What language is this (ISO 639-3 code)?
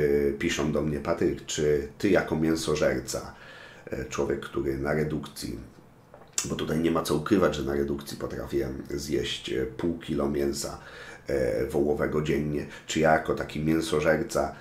pol